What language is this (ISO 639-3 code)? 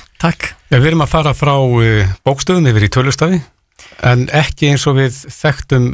isl